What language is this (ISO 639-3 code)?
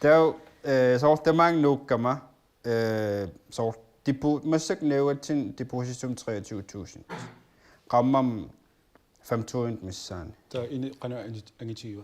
kal